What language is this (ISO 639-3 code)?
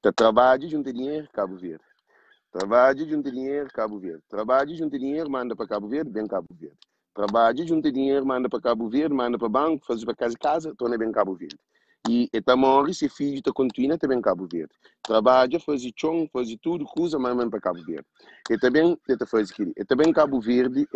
kea